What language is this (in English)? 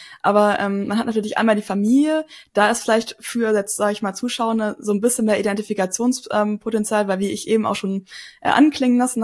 German